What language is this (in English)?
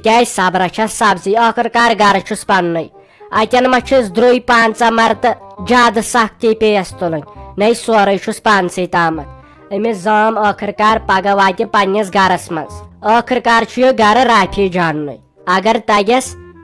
Kashmiri